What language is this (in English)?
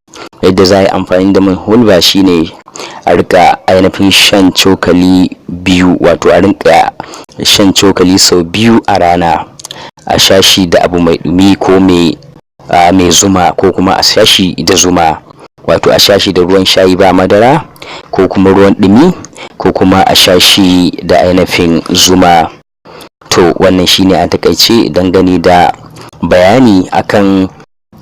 Hausa